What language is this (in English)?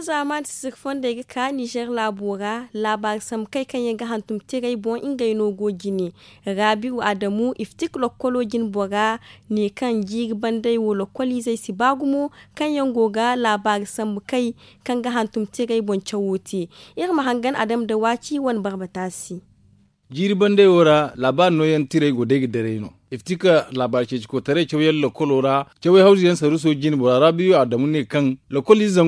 Zarma